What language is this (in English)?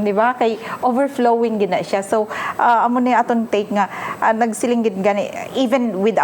Hiligaynon